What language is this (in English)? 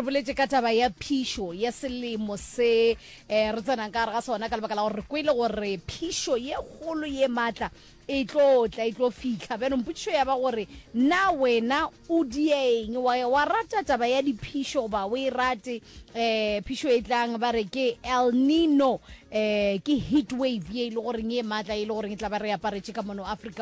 Northern Sotho